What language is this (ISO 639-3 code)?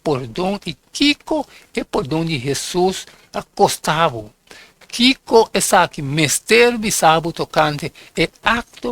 pap